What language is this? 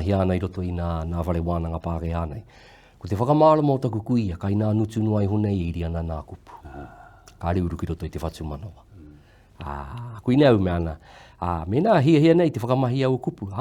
Māori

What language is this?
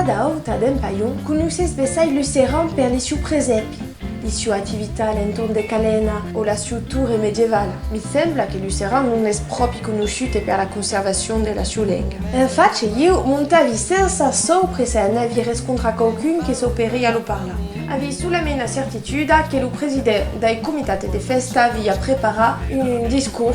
Occitan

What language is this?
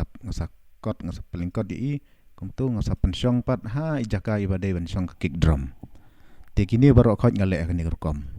Khasi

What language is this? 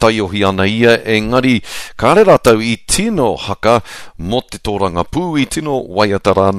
Māori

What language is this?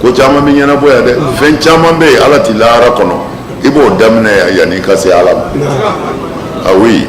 Bambara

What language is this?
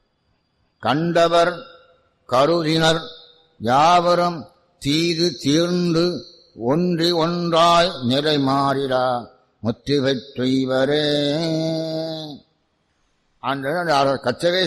Tamil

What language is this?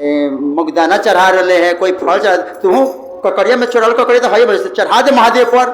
Magahi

